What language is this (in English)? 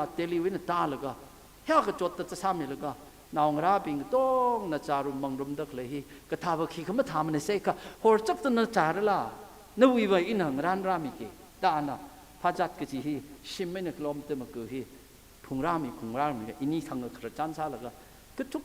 Tangkhul Naga (India)